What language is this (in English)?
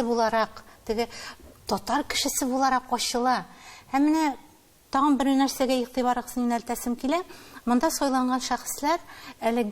Tatar